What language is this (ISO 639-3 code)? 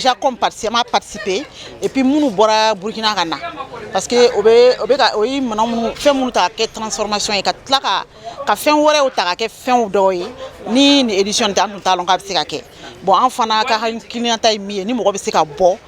bam